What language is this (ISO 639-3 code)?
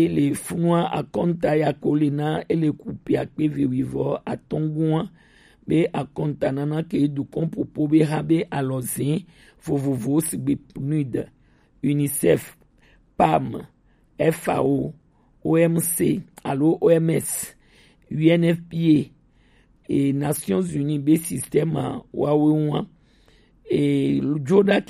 gej